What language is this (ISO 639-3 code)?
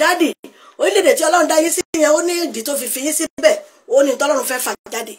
yor